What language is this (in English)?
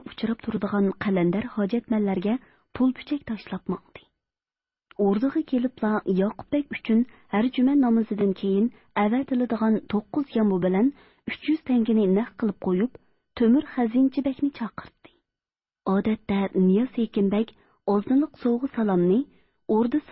Uyghur